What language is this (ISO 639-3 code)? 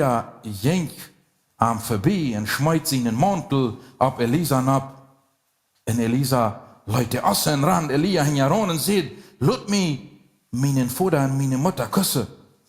pdt